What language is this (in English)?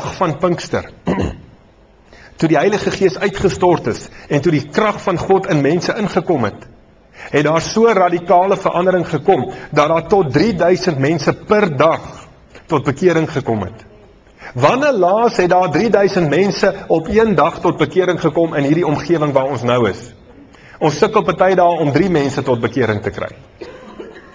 Afrikaans